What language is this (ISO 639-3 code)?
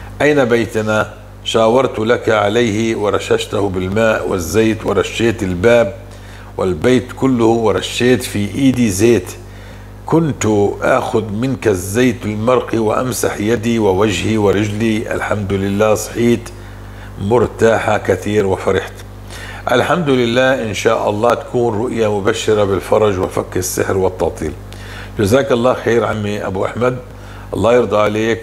apc